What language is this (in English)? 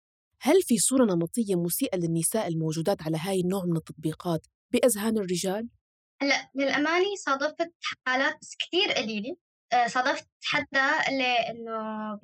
North Levantine Arabic